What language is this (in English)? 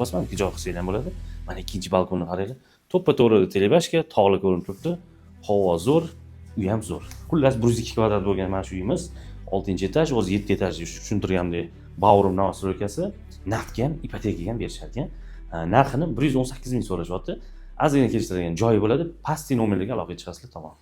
Uzbek